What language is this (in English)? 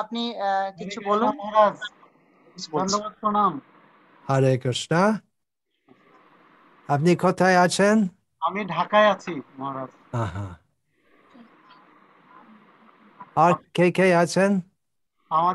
Bangla